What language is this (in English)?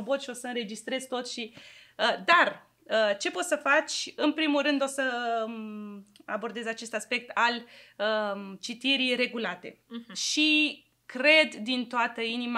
Romanian